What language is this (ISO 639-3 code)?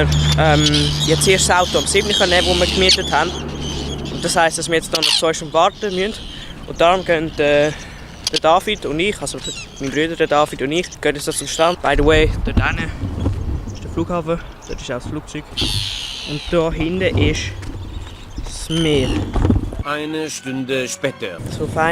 gsw